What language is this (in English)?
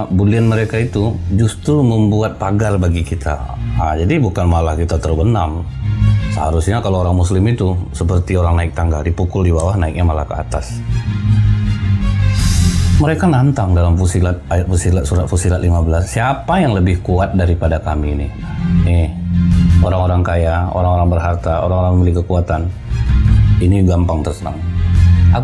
Indonesian